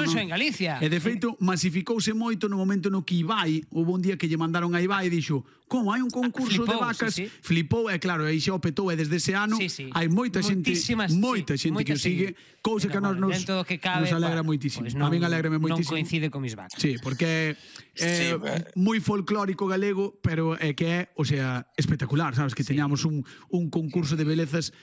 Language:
Galician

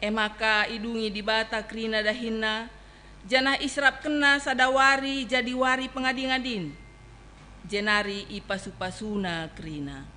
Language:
Batak Karo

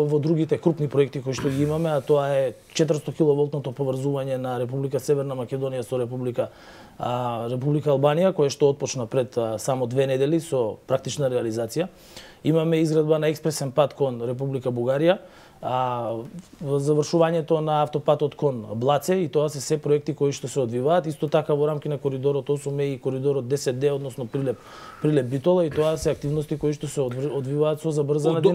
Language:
Macedonian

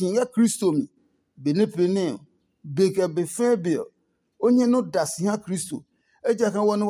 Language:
Adangme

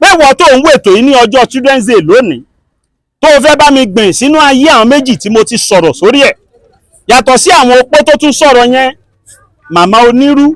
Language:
Yoruba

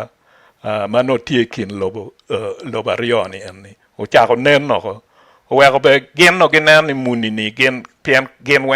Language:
Acoli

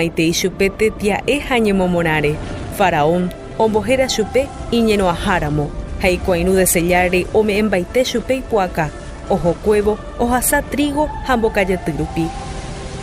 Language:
Guarani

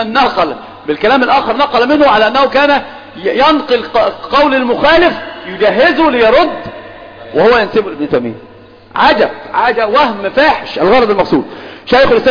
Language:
Arabic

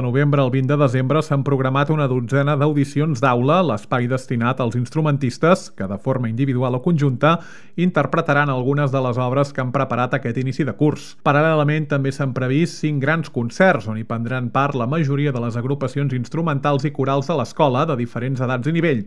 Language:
Catalan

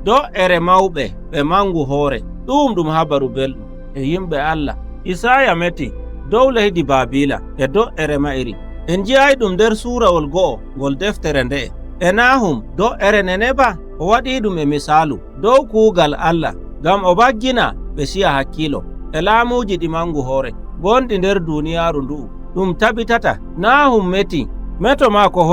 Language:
Nigerian Fulfulde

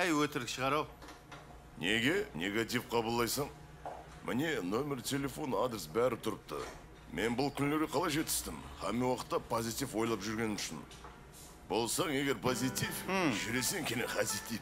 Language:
Kara-Kalpak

